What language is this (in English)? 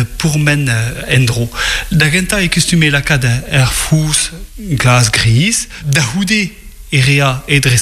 Breton